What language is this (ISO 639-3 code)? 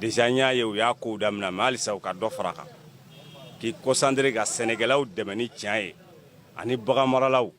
bam